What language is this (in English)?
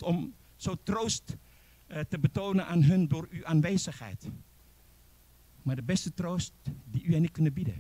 Dutch